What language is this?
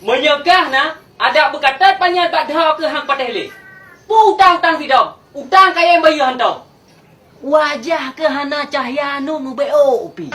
Achinese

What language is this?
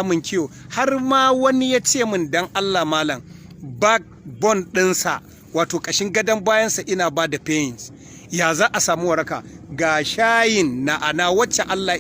Hausa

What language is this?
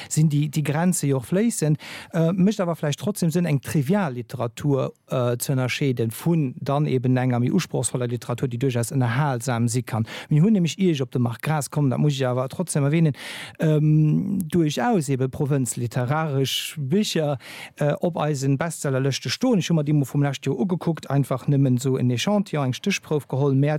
Luxembourgish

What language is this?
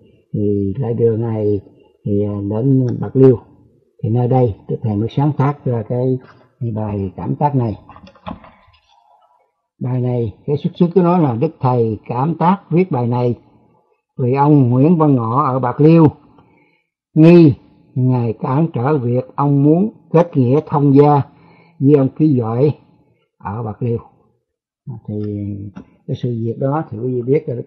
Vietnamese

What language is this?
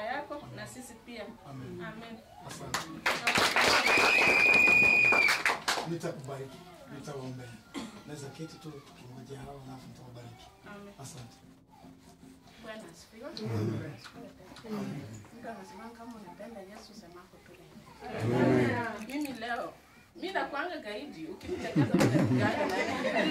Swahili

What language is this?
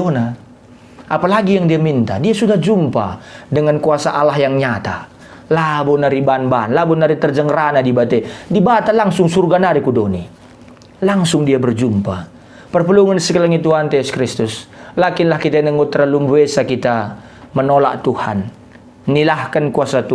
Batak Karo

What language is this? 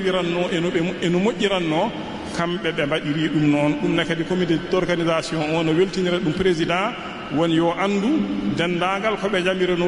Fula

